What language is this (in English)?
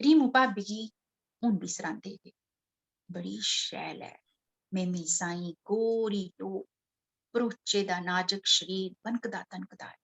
Dogri